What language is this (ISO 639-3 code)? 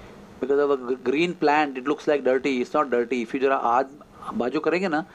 hin